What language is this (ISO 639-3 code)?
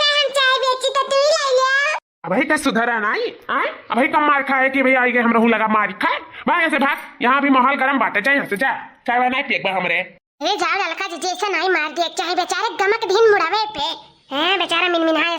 awa